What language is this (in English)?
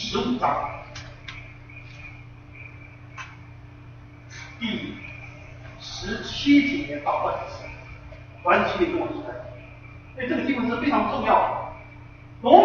Chinese